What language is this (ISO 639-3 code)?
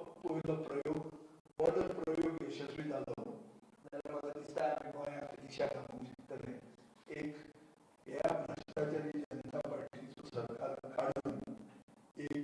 kok